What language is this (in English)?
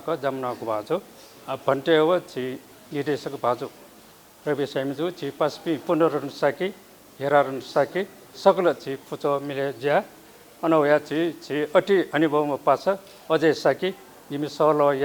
Newari